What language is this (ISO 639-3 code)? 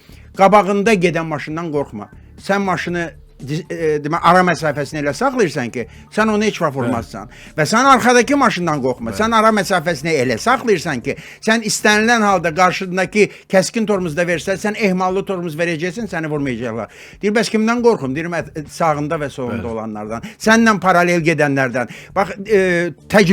aze